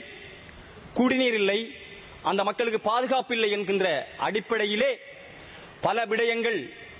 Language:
Tamil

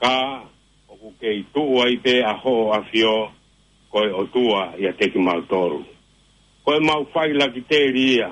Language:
Tongan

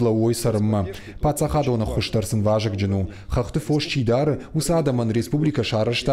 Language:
Ossetic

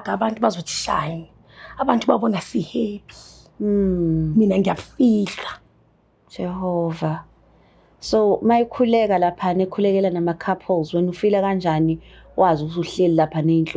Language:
Zulu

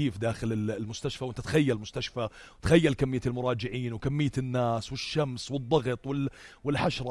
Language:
North Levantine Arabic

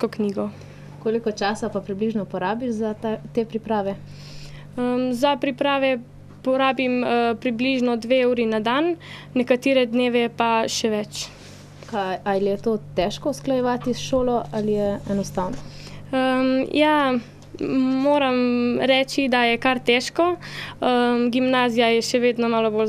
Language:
Slovenian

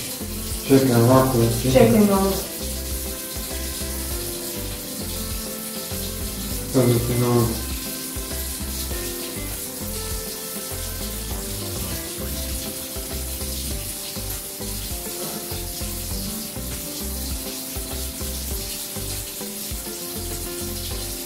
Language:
Croatian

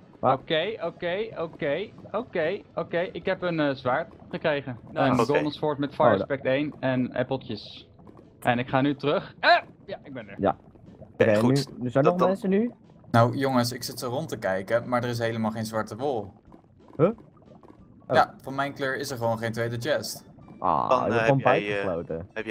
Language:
Dutch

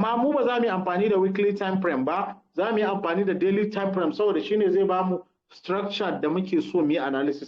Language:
Hausa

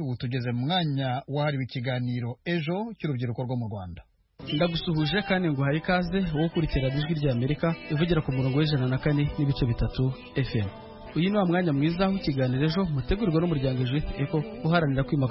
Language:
Kinyarwanda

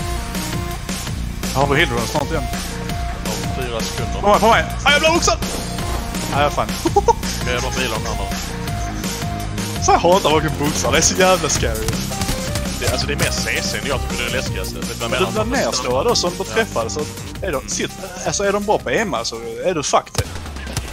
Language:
Swedish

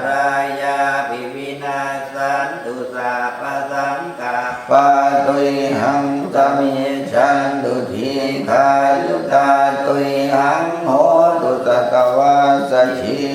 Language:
Pali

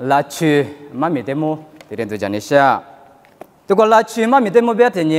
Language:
Lisu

